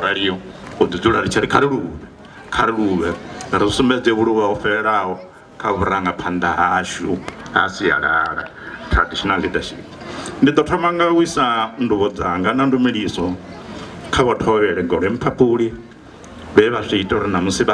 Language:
Venda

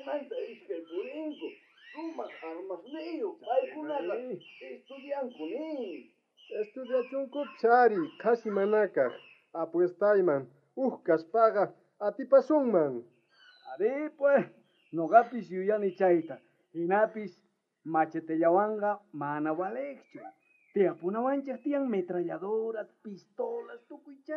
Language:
South Bolivian Quechua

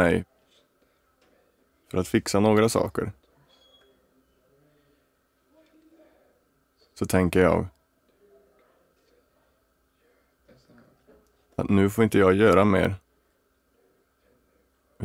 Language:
Swedish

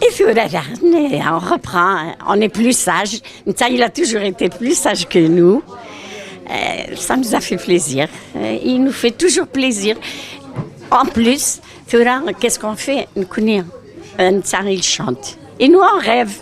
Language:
Kabyle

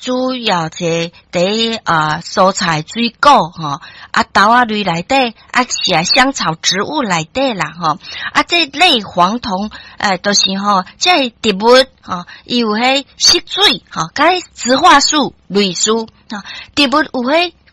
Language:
Min Nan Chinese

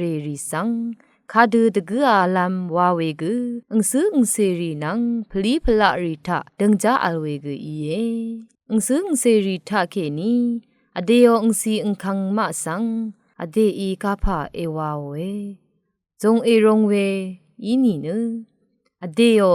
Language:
Rawang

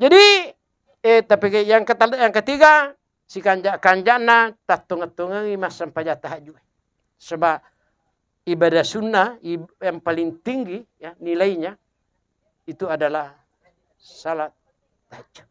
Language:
Buginese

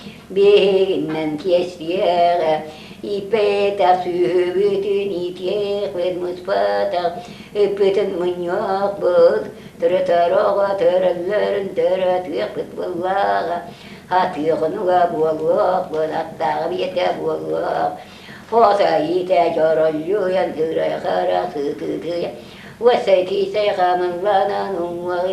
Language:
Yakut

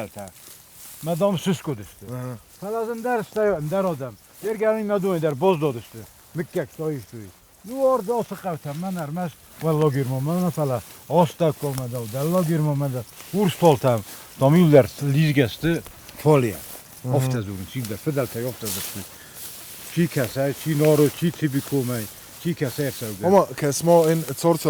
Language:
Ossetic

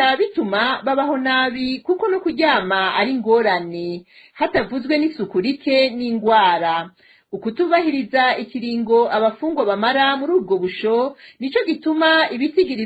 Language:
Rundi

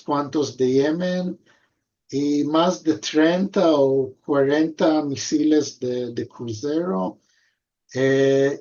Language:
Ladino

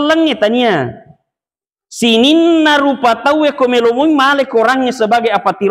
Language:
Buginese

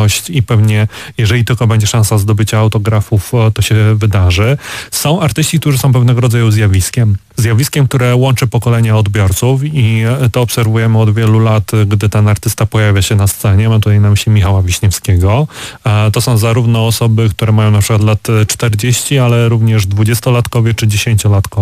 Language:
Polish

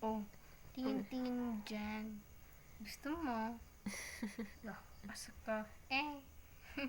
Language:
Cebuano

